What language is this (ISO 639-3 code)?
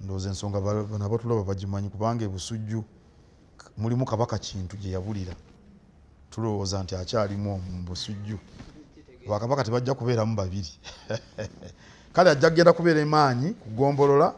lug